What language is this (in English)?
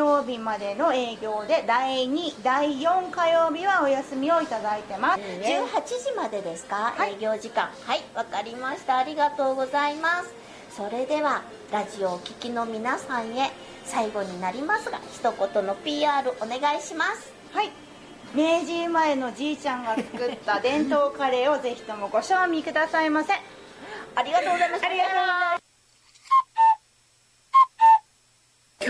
Japanese